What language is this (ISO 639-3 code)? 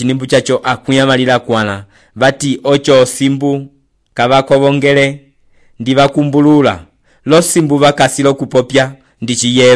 umb